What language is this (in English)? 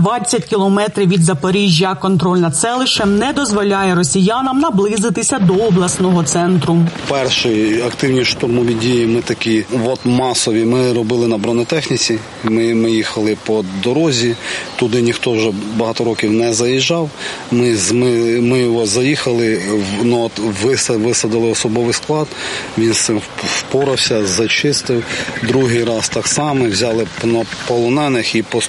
Ukrainian